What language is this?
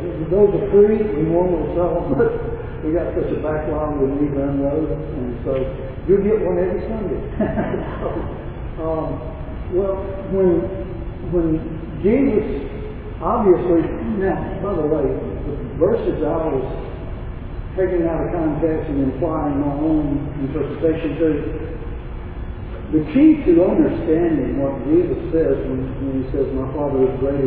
English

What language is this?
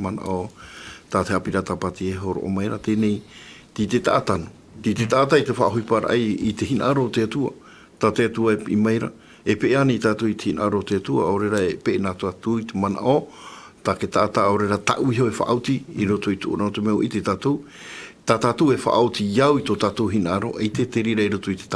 Tahitian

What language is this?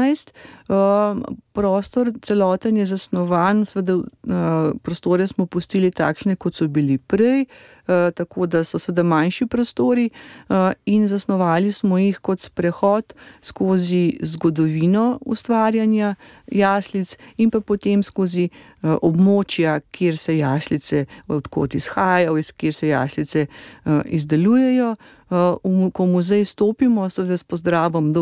Slovenian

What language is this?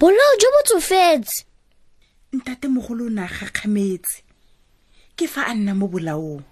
Tswana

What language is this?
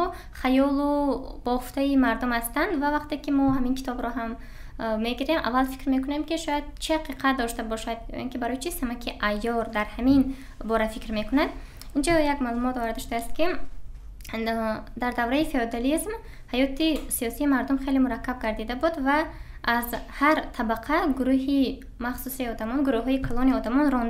Tajik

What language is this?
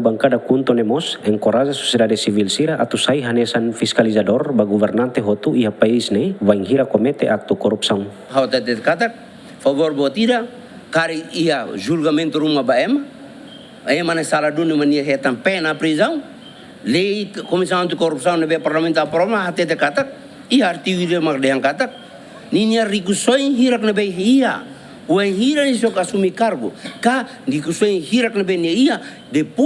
Tetum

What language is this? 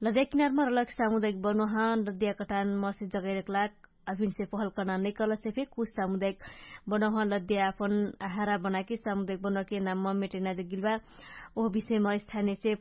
Dangaura Tharu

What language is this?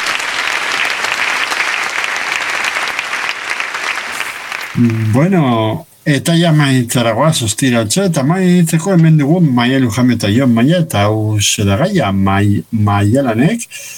Basque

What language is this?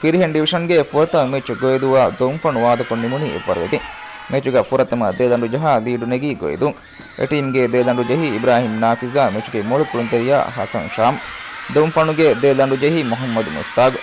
Divehi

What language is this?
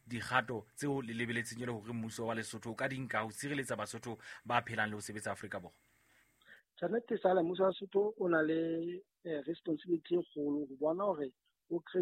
Southern Sotho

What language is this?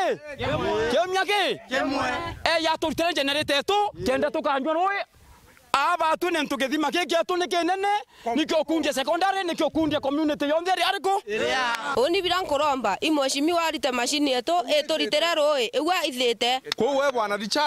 Meru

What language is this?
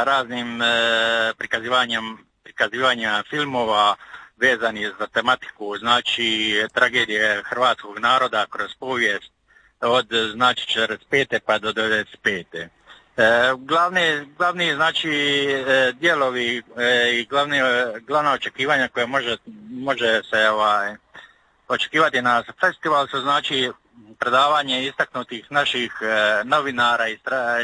Croatian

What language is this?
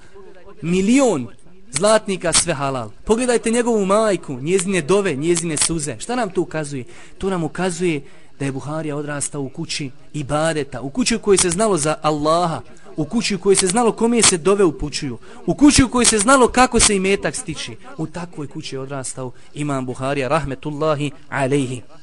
Bosnian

